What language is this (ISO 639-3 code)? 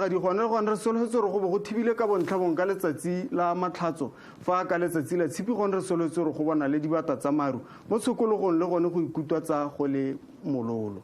tsn